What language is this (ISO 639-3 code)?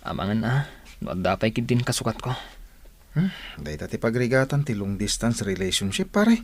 ilo